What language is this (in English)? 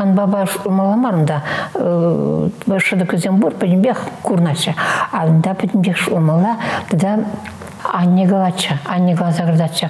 Chuvash